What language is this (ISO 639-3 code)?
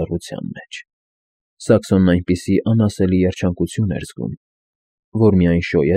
hye